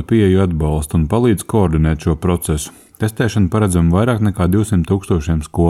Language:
Latvian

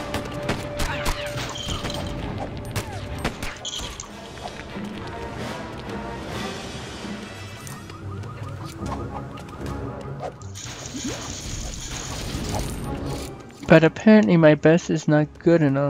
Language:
English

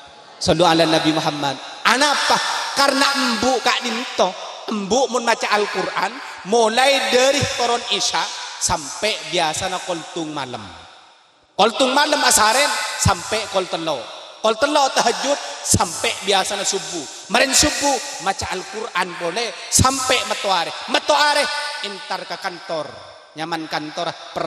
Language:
Madurese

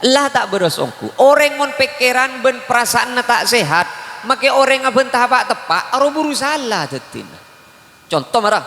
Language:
Madurese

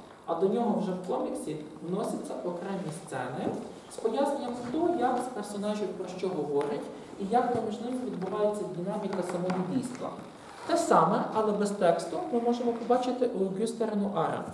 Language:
Ukrainian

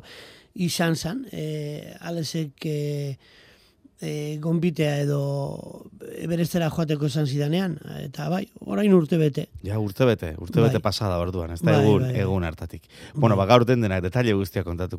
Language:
Basque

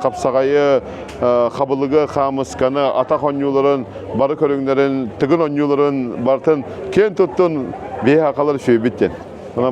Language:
Yakut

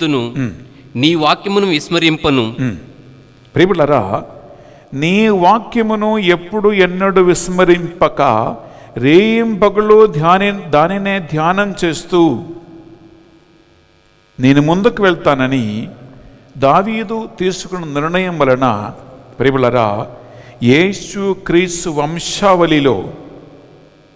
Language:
Telugu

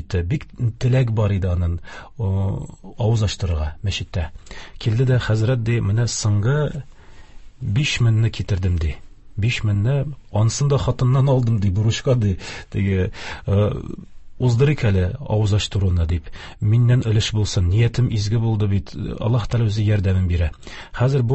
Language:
Tatar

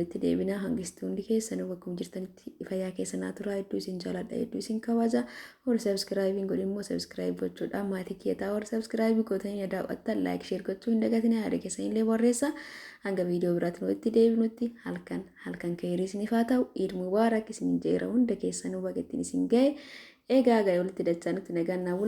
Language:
Oromo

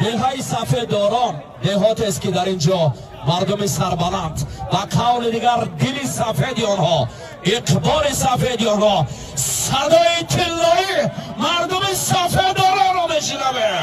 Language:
Tajik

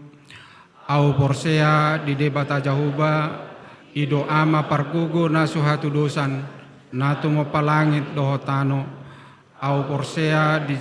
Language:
Batak Toba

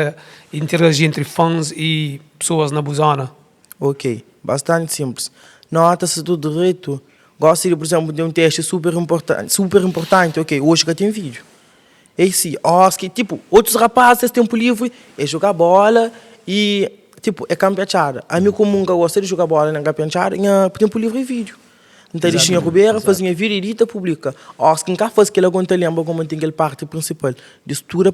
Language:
Kabuverdianu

